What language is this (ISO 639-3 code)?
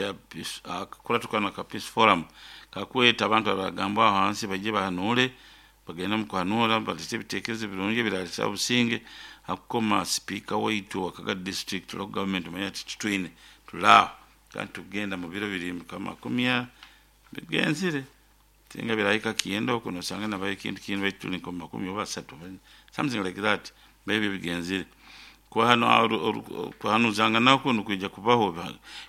nyo